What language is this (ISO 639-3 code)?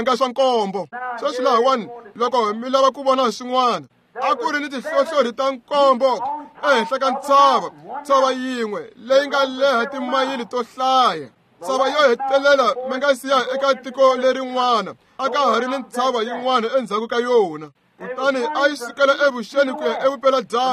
tso